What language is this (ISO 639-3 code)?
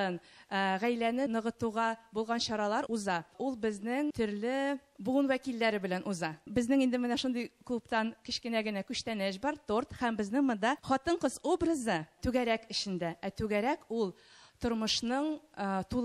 tat